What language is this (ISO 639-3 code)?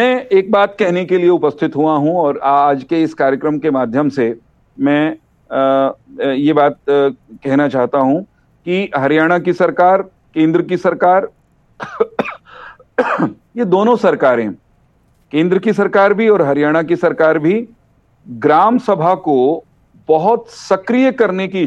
hin